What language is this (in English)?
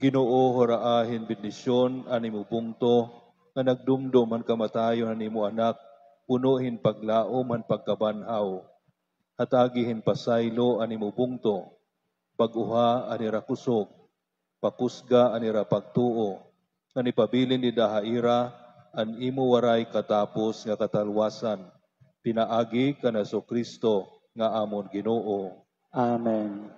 Waray